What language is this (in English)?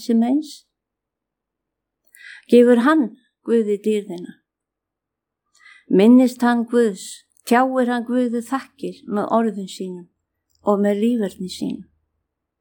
Icelandic